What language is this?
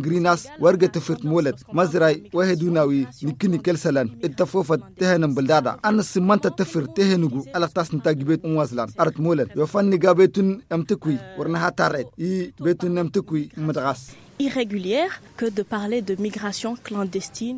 Hausa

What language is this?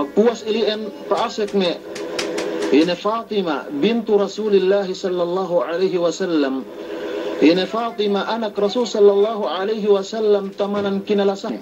Yakan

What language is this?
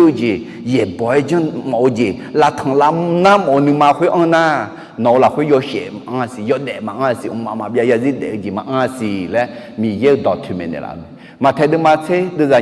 Akha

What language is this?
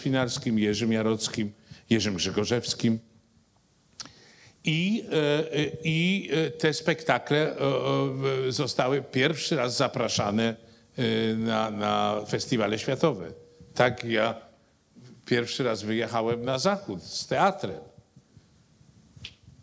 Polish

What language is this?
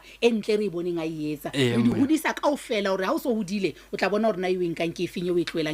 Southern Sotho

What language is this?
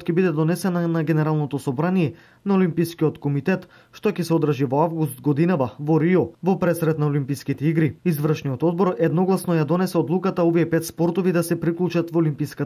Macedonian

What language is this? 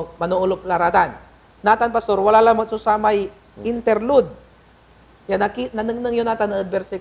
Pangasinan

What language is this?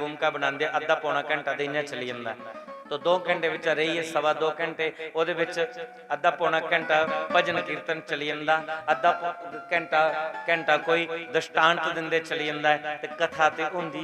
Dogri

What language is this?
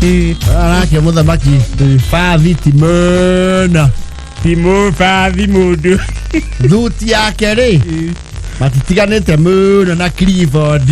Kikuyu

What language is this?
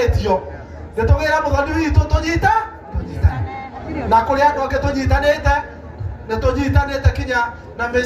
Kikuyu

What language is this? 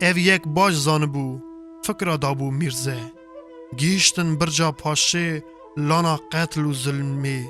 Kurdish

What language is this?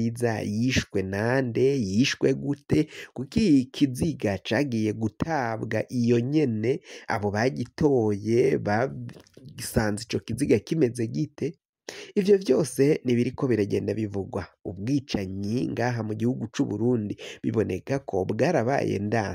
Rundi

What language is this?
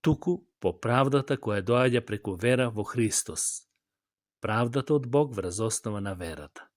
Macedonian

